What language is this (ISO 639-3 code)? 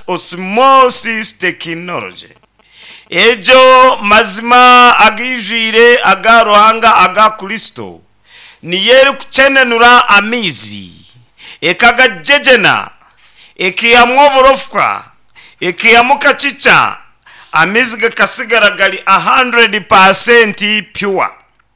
nyn